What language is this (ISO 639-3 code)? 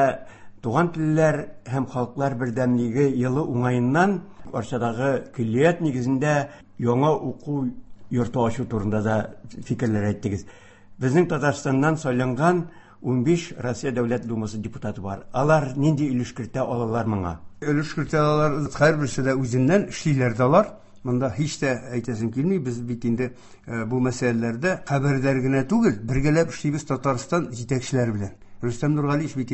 tat